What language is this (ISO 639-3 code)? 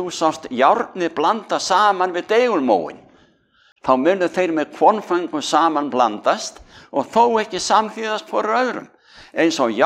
isl